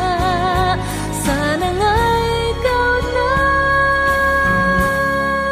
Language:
Filipino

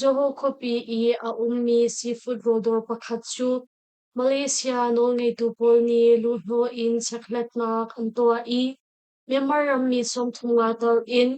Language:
Hakha Chin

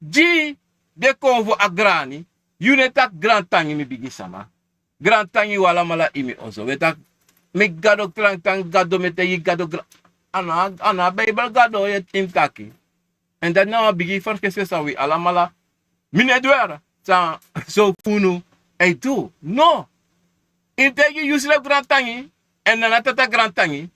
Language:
Sranan Tongo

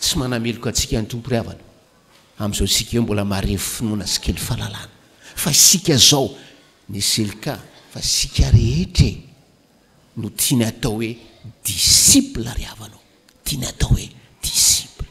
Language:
Malagasy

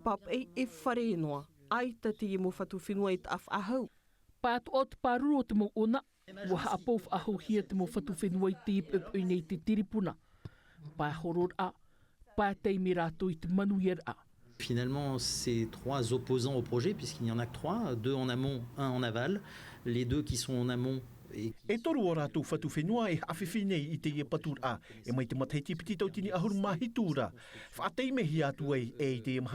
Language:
Tahitian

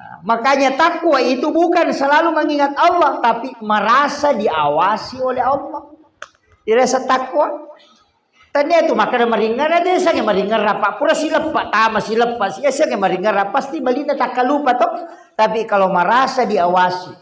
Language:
Buginese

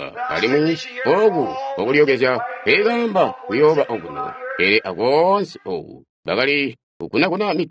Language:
Tonga (Zambia)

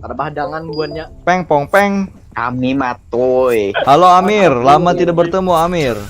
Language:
Banjar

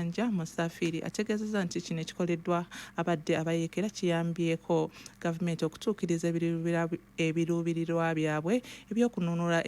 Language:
Ganda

